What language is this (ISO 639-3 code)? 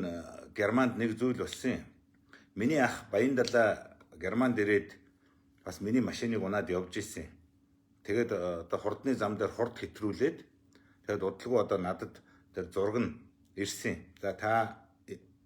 mon